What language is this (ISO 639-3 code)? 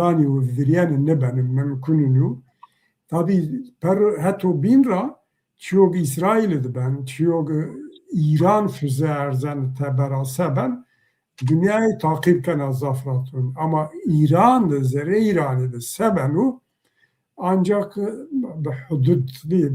zza